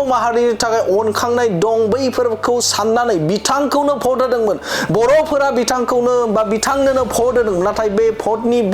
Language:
Bodo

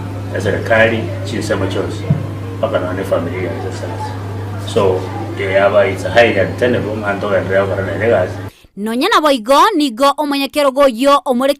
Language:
Gusii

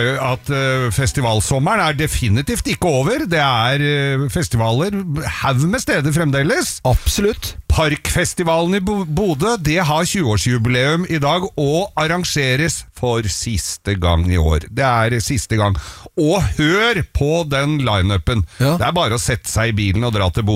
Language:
Norwegian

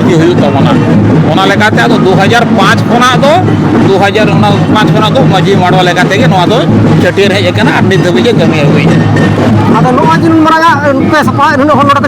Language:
Santali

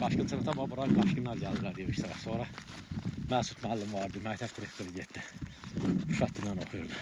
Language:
Azerbaijani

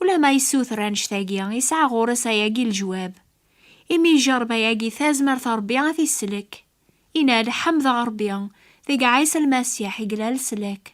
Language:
Kabyle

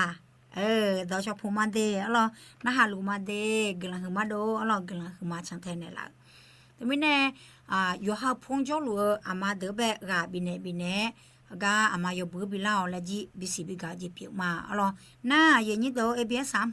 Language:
Akha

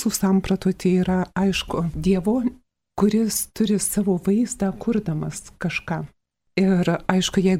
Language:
Lithuanian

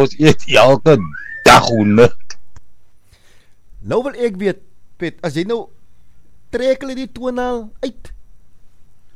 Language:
Afrikaans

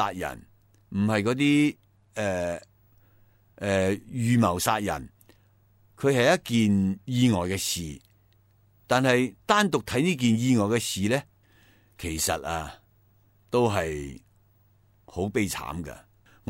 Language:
Cantonese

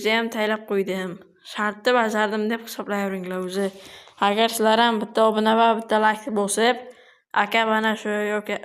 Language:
Uzbek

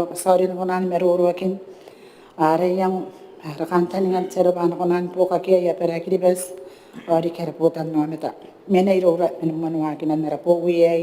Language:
Gilbertese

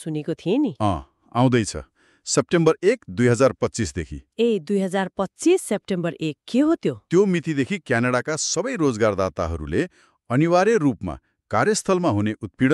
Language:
Nepali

